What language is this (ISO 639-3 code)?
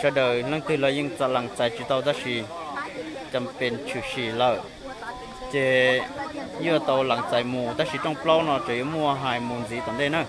hmn